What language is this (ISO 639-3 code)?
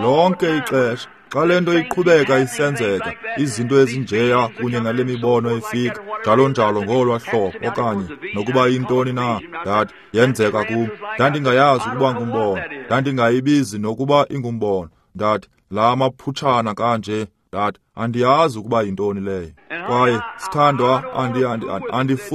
xho